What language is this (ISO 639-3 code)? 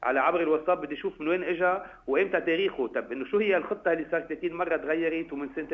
apc